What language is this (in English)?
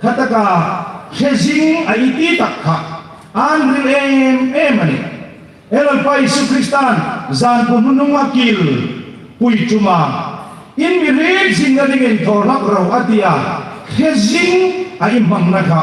Hmar